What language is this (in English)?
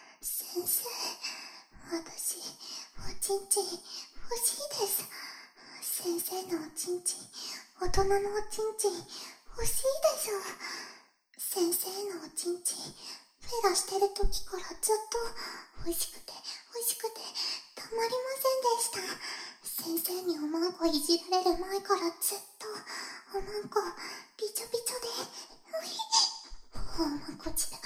Japanese